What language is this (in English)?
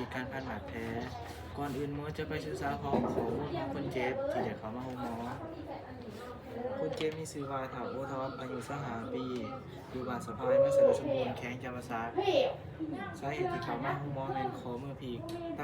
Lao